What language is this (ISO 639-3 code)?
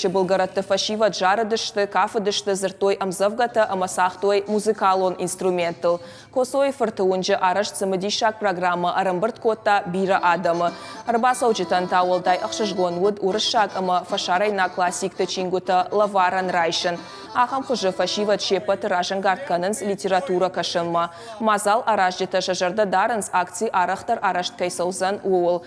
oss